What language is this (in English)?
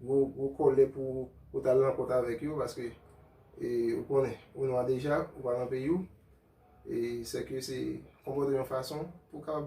Haitian Creole